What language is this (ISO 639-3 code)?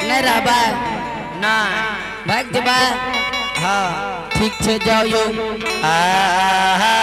anp